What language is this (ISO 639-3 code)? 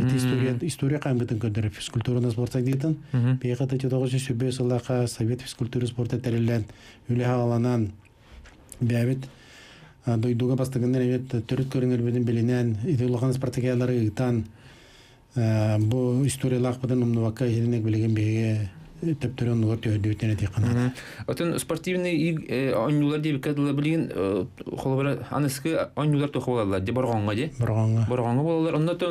sah